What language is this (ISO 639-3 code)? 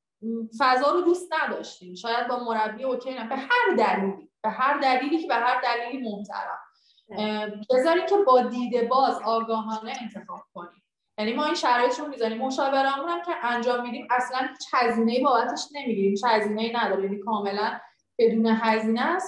fas